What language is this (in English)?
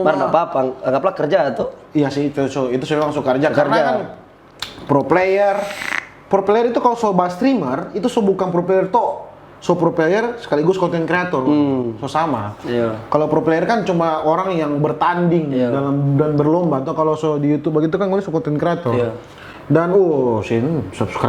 Manado Malay